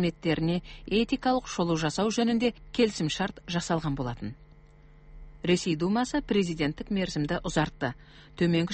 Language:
Kazakh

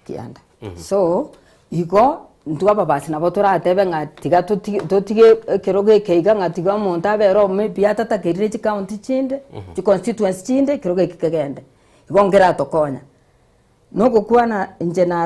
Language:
Gusii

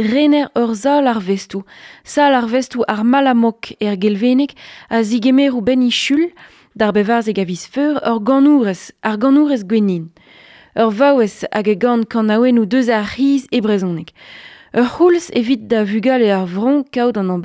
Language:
Breton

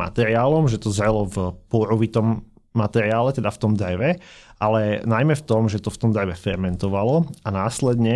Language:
Slovak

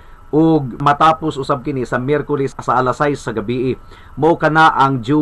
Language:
Cebuano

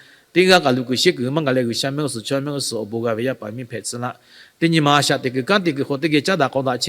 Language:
Lahu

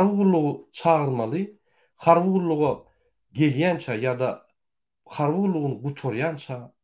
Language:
Turkmen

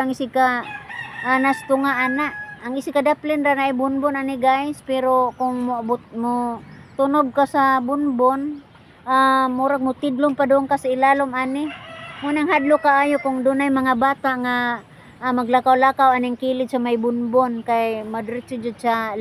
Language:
Cebuano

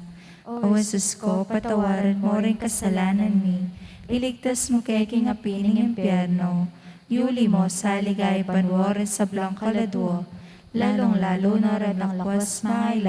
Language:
Pampanga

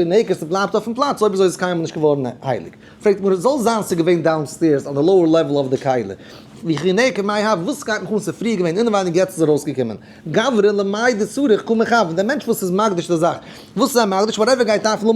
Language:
Yiddish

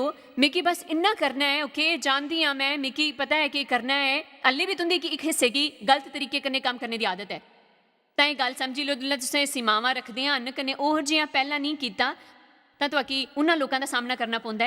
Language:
Dogri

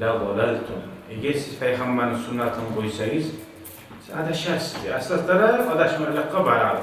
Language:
Kumyk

